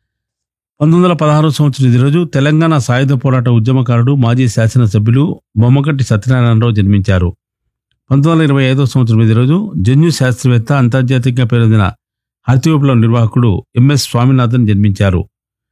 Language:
Telugu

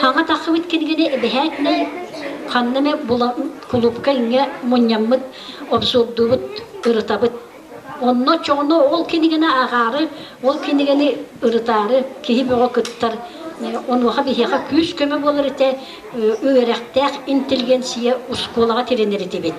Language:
Yakut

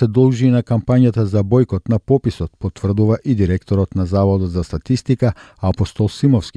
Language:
Macedonian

